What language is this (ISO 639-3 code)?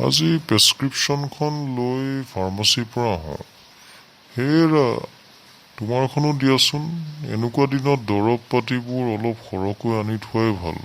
asm